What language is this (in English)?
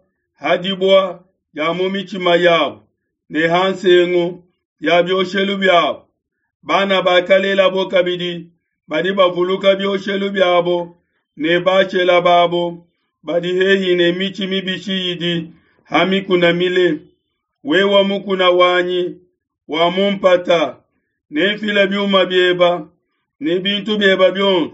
Luba-Lulua